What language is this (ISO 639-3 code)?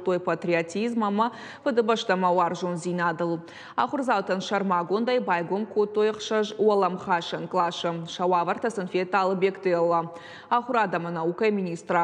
oss